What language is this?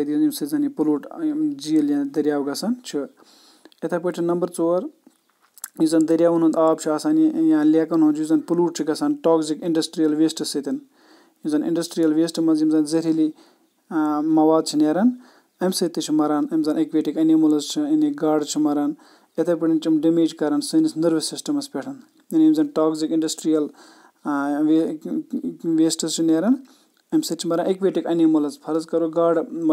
Kashmiri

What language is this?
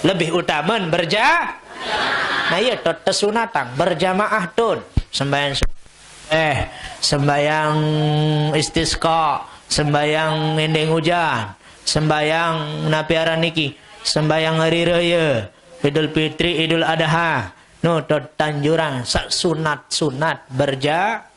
Sasak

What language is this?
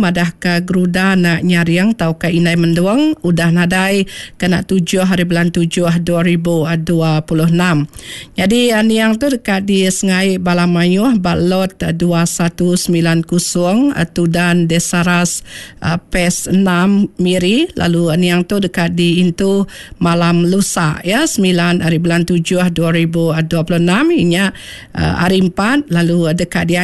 Iban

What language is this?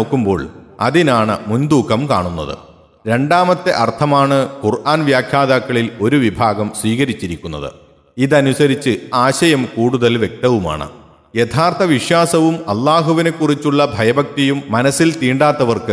Malayalam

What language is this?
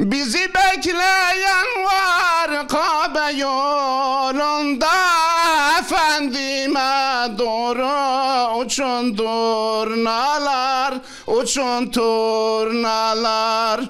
Zaza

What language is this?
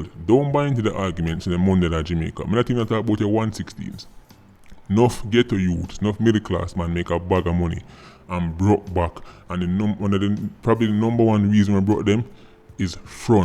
Jamaican Creole English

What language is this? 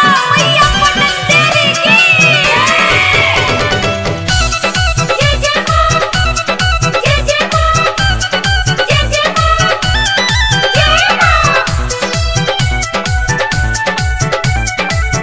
Bhojpuri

